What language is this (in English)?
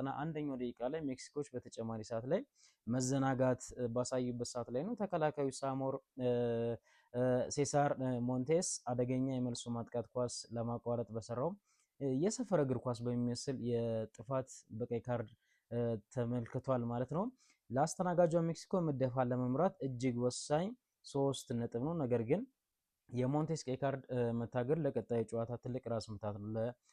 Amharic